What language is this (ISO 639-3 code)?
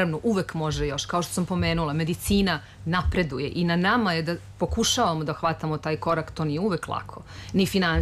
srp